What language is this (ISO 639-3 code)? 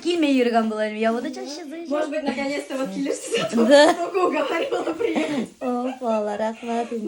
bak